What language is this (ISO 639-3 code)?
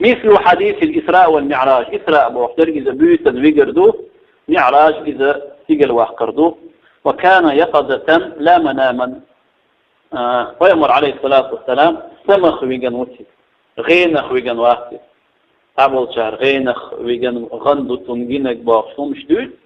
che